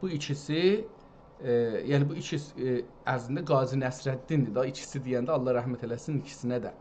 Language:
South Azerbaijani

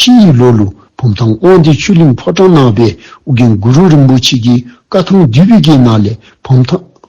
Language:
Dzongkha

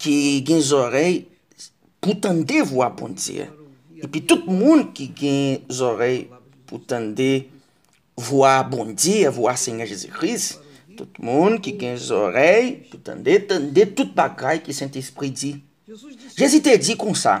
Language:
Haitian Creole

